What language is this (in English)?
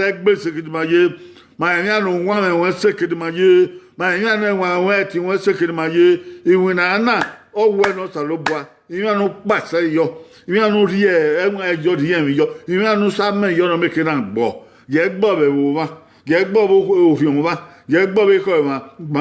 Bini